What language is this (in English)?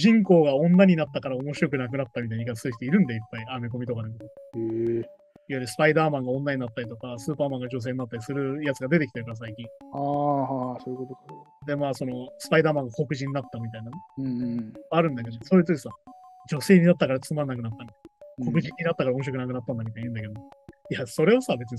Japanese